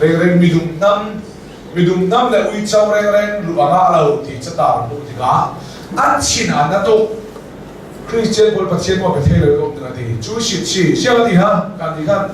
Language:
Hakha Chin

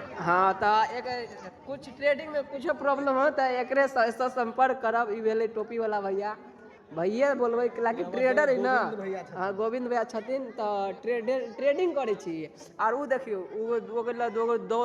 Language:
Maithili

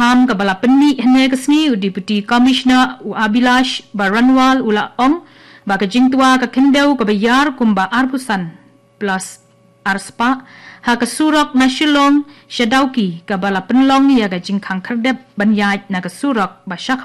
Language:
Khasi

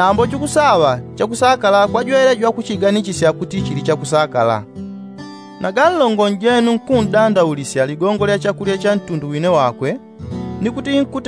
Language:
Yao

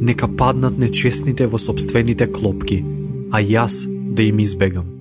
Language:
Macedonian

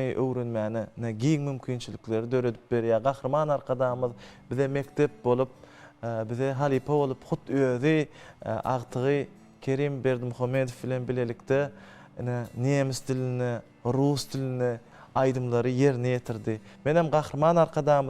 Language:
Turkmen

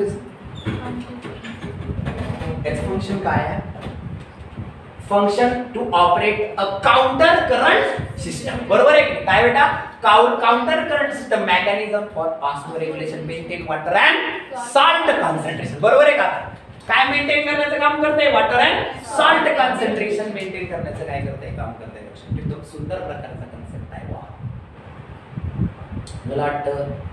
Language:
Marathi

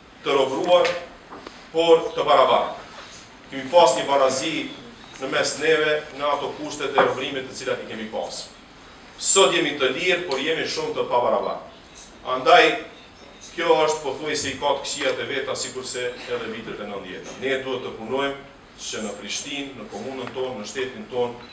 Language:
Albanian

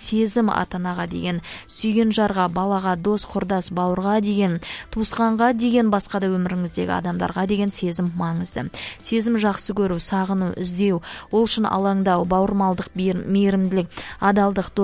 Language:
Kazakh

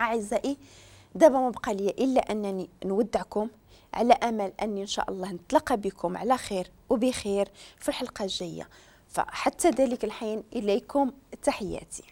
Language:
Moroccan Arabic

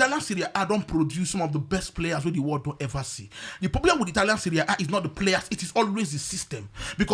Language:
Nigerian Pidgin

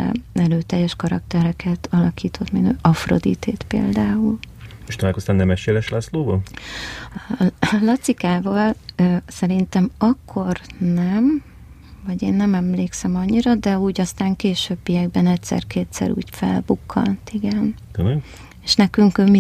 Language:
Hungarian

